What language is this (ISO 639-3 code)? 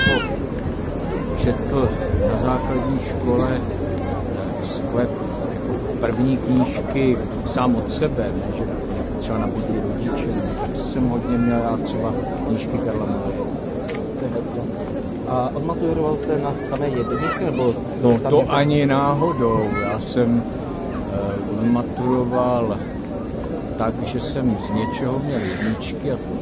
ces